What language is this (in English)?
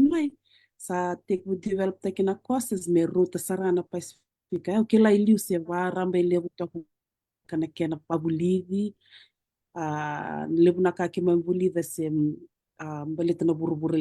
Fijian